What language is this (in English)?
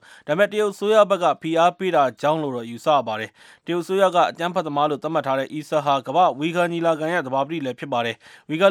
Burmese